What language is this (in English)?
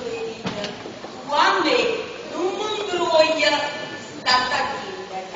Neapolitan